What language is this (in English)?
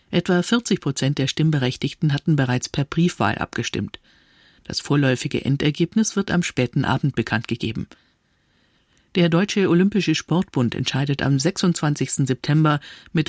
German